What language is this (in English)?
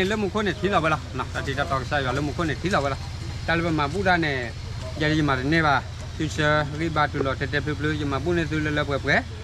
S'gaw Karen